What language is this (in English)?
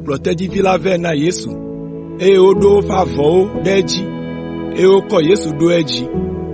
Ewe